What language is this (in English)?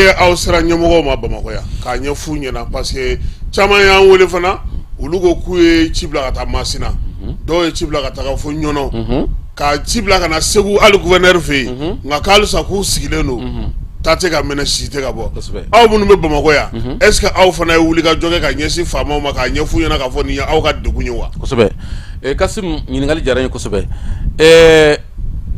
Bambara